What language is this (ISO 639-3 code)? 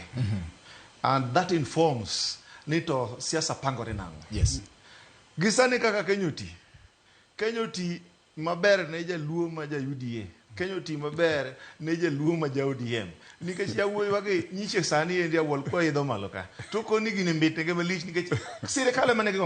luo